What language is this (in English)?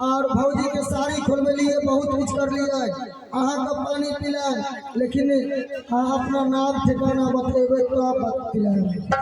Maithili